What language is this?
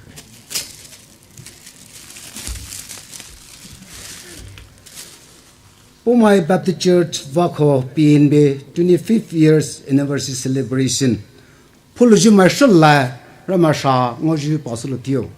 Poumei Naga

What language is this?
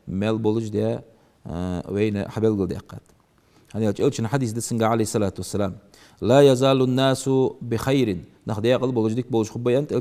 Ingush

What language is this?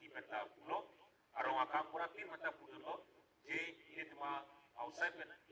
Karbi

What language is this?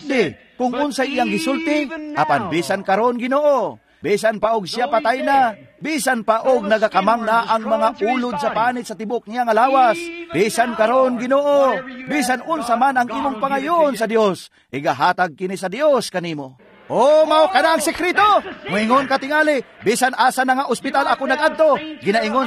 Cebuano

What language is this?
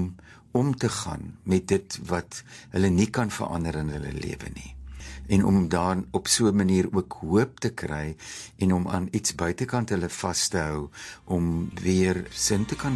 Afrikaans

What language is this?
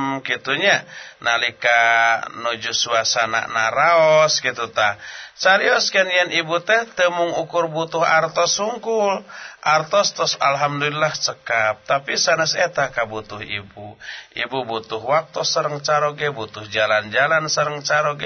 Sundanese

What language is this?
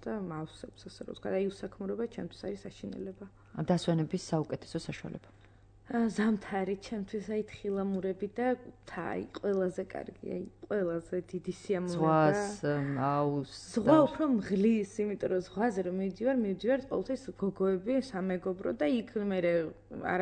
Georgian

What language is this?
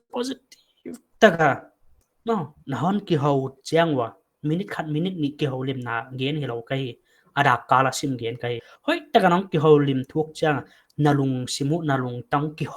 Paite Chin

